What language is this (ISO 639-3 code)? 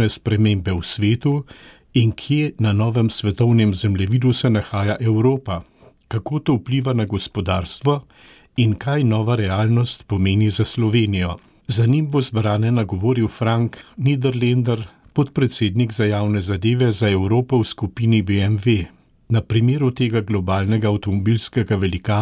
slv